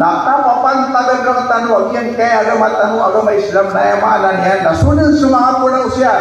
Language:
Maranao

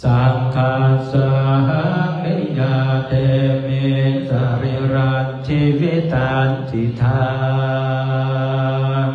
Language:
Pali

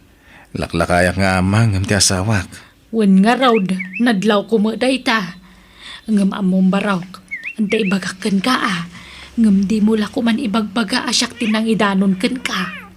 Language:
Iloko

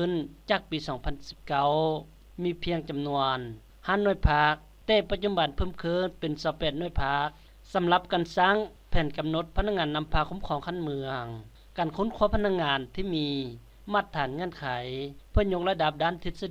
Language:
Lao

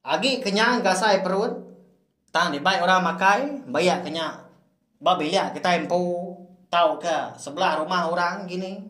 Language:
Iban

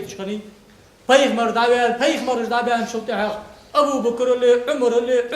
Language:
Ingush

